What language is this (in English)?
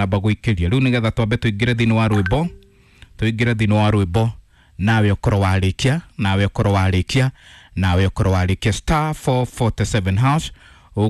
Kikuyu